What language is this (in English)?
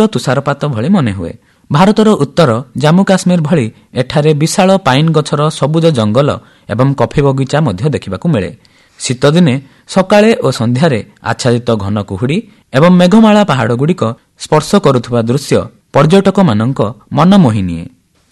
Odia